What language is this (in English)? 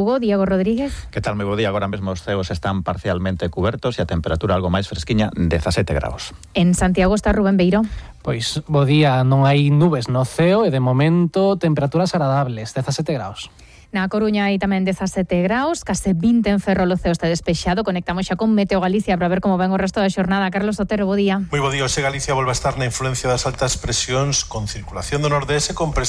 Galician